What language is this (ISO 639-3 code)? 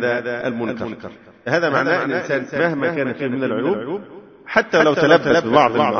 ara